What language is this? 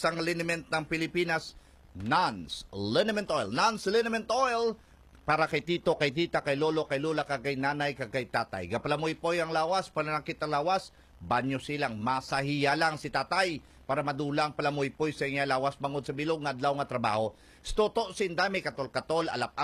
Hiligaynon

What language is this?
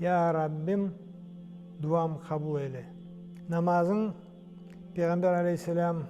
Crimean Tatar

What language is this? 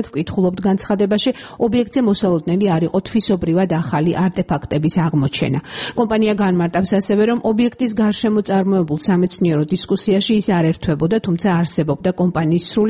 Georgian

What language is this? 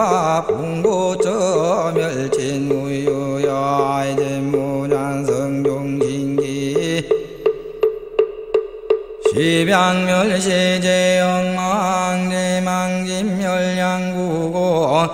Korean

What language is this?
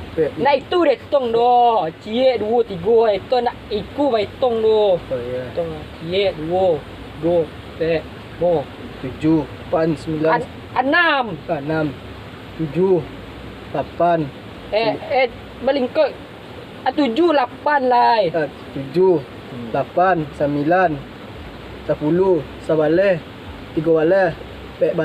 Minangkabau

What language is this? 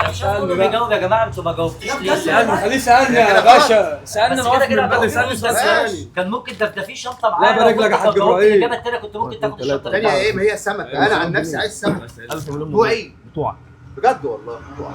Egyptian Arabic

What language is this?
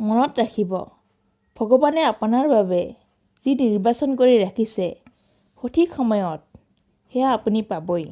Assamese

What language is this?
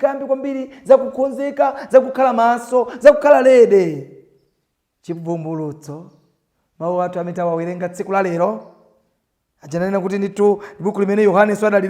Nyanja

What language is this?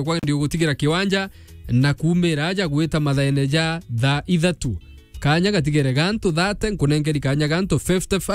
Meru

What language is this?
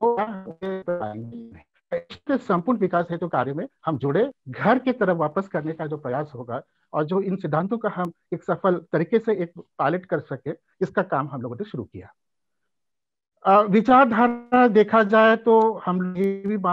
Hindi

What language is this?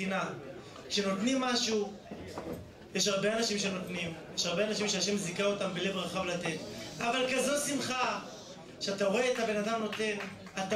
Hebrew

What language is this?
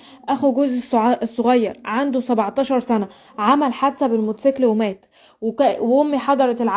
Egyptian Arabic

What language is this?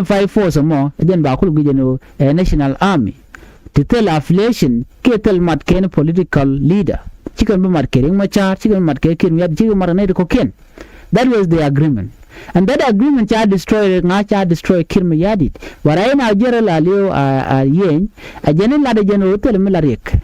Nuer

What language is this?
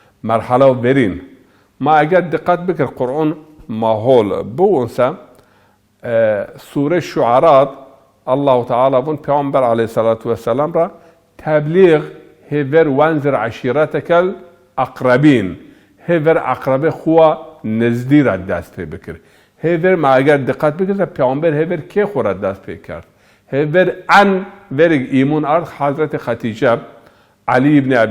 Zaza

